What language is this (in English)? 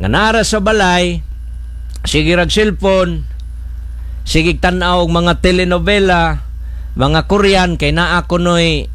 Cebuano